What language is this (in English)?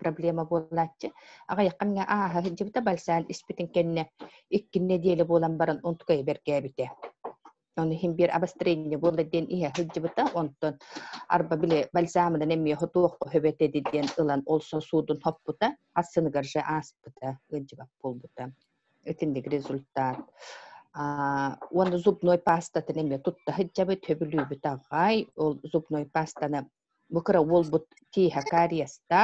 Yakut